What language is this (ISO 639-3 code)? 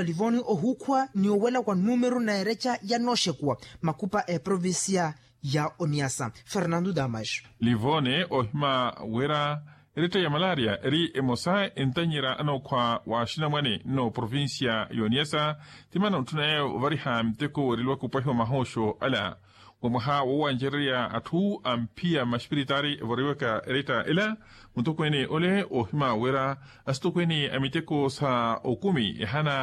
vmw